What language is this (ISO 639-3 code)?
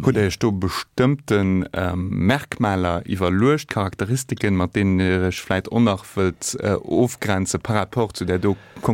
ltz